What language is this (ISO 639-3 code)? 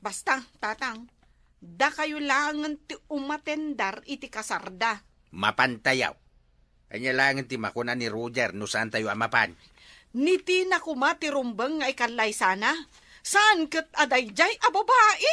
ilo